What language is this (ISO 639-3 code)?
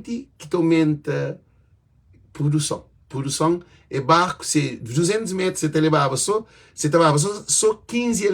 kea